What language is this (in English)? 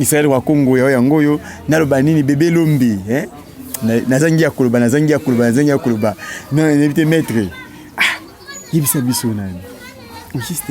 Lingala